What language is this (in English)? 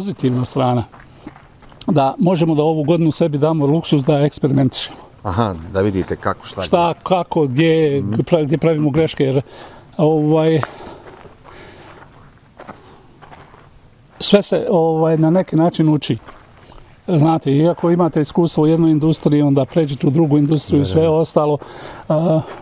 Bosnian